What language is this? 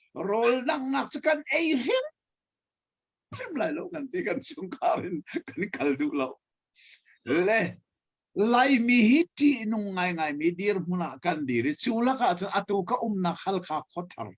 Hakha Chin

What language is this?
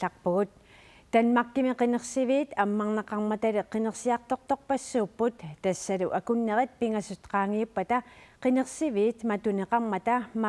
Kalaallisut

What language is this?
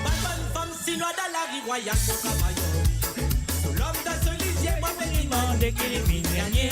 Morisyen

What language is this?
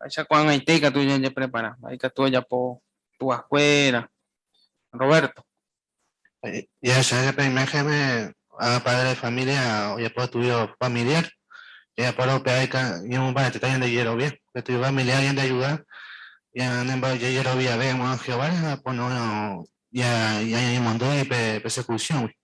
Guarani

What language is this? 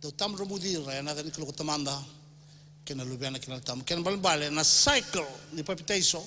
Fijian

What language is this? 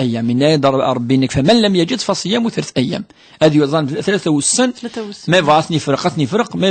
Kabyle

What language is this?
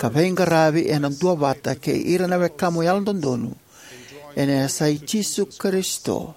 Fijian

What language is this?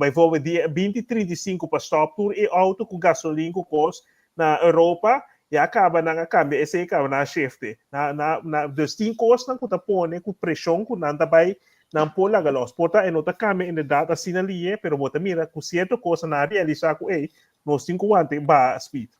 Papiamento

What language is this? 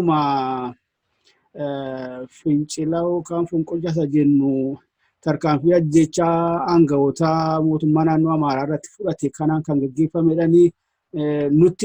Oromo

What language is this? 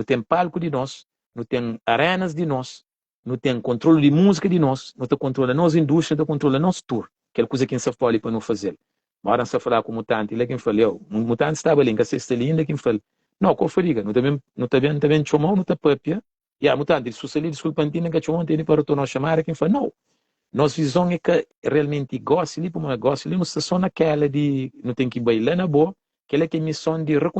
Kabuverdianu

